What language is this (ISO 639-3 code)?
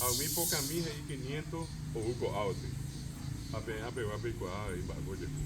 grn